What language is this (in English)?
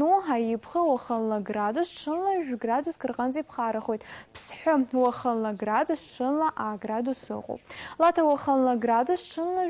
Abkhazian